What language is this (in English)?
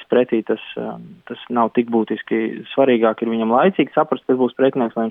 Latvian